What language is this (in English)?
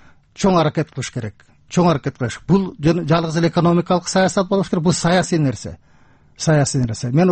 Kyrgyz